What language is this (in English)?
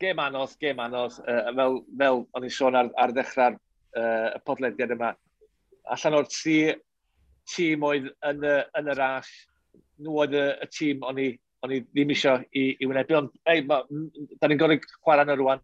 Welsh